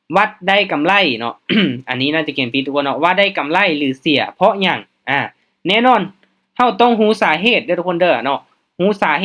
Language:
Lao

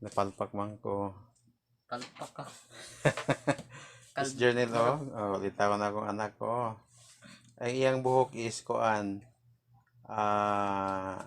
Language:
Cebuano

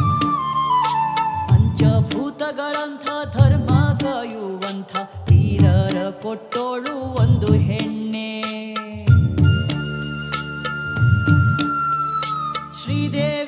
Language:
Kannada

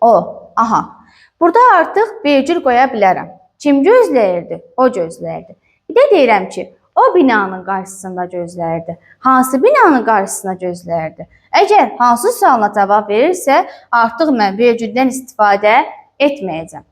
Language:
Azerbaijani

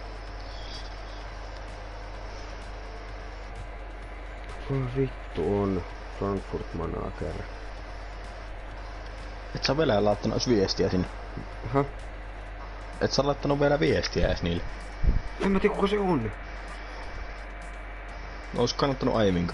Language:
Finnish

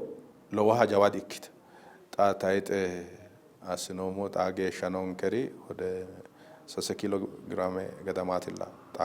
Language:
Sidamo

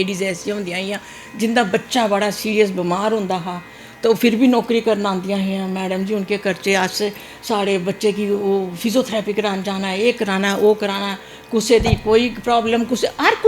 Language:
Dogri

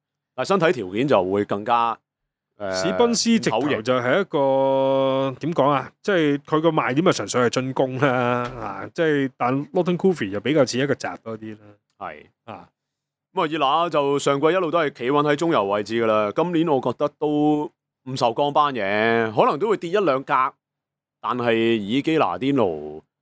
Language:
Cantonese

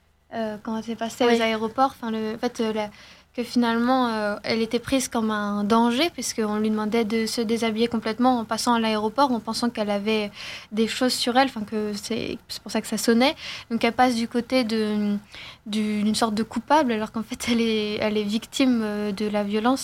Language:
French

